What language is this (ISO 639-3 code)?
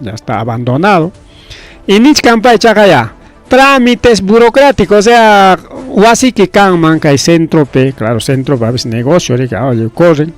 quy